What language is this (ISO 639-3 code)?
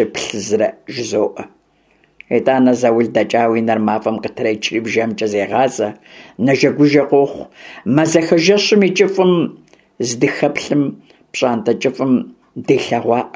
kbd